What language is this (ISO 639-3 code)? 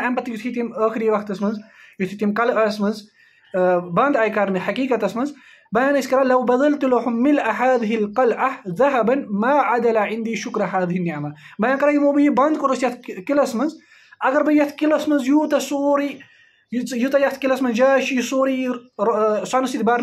kas